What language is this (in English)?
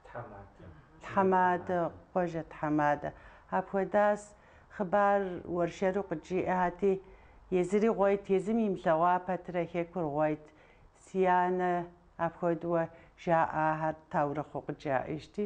Kabardian